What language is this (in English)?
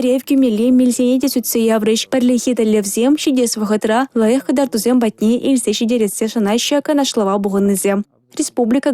Chuvash